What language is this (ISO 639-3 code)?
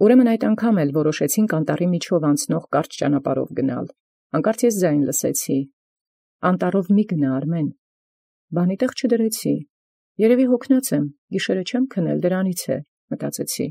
hye